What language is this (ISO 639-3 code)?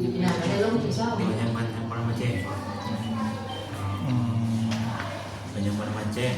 lao